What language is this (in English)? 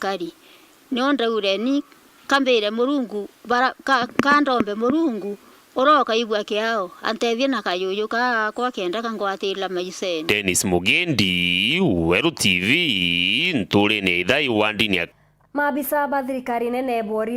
Meru